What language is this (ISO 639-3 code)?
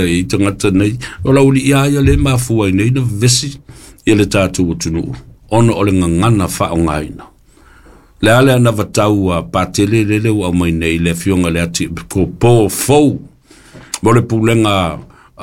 smo